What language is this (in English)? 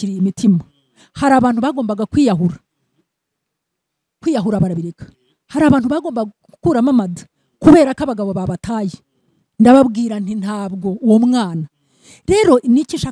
Kinyarwanda